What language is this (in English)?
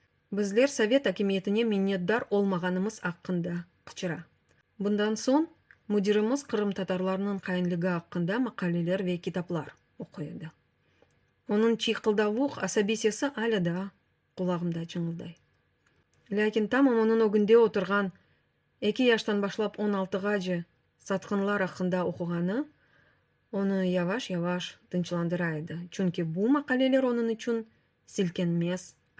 Crimean Tatar